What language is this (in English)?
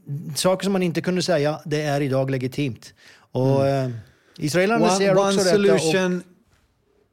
Swedish